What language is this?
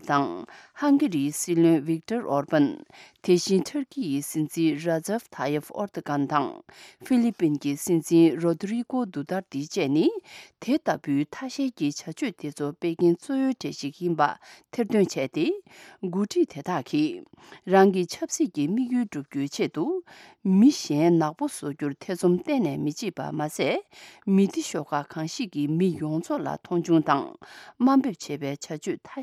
Tibetan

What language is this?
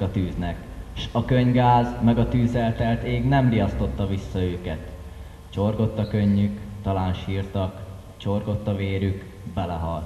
Hungarian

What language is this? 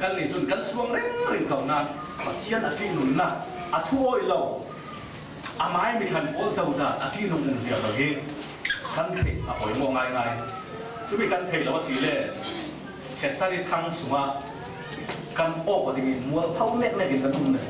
Falam Chin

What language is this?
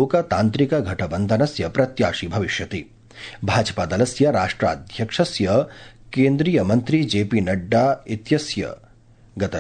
Sanskrit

